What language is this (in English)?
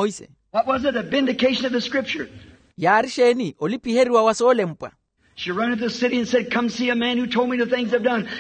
Makhuwa